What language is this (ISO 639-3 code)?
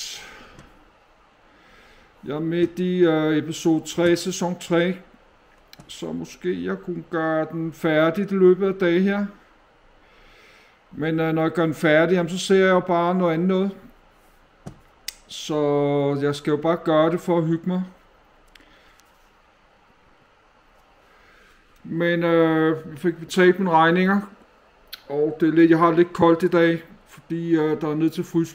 dan